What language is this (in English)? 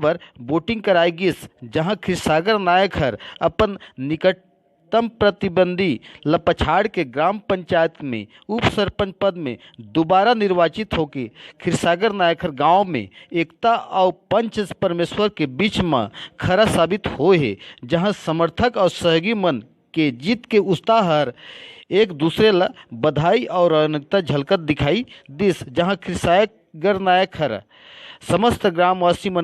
Chhattisgarhi